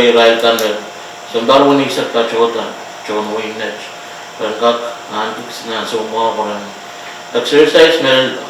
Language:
Pohnpeian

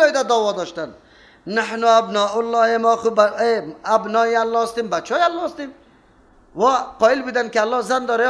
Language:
Persian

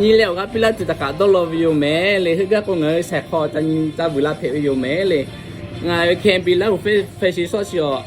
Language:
Lahu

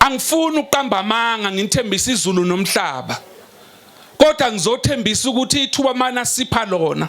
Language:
Zulu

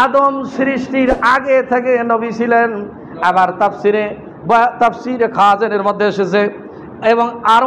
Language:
Bangla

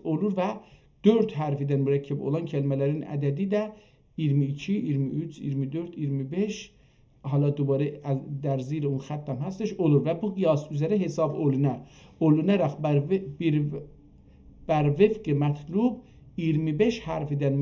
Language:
South Azerbaijani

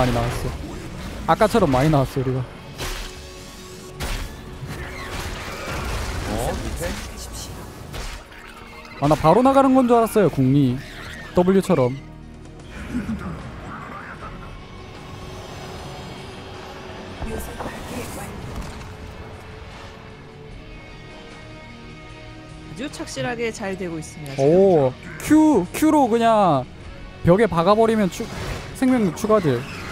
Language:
Korean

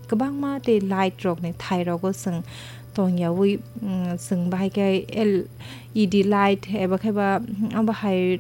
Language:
Kok Borok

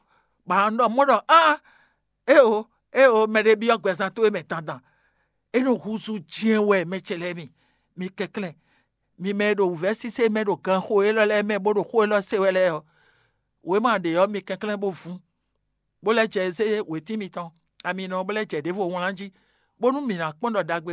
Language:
Fon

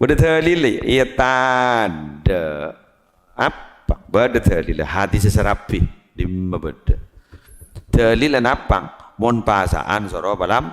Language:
Madurese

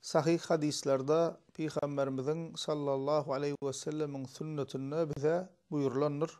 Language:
Turkmen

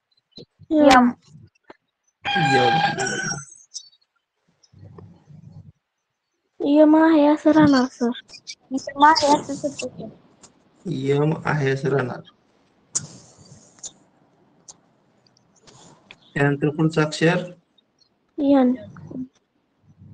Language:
Marathi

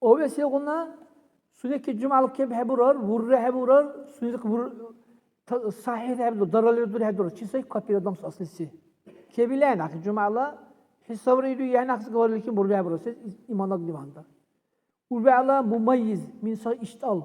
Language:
Dargwa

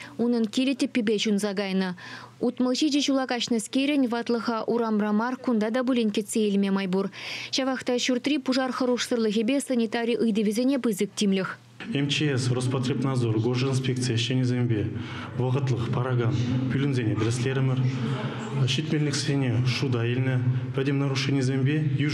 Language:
Chuvash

